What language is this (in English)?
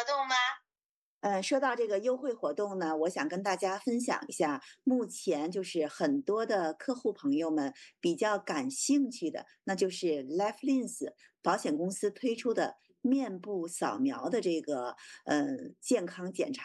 Chinese